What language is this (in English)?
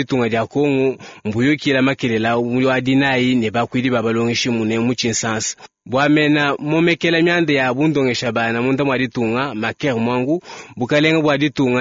Luba-Lulua